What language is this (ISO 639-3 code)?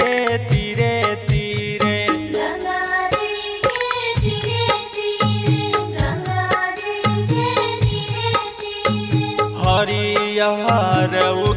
bho